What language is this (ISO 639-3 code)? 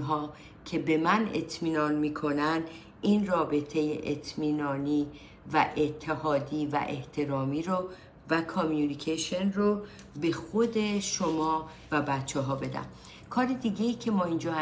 fas